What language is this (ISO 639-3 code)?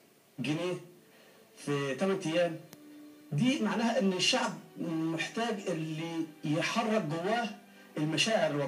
arz